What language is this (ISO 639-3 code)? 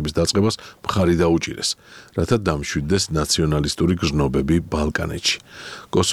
kat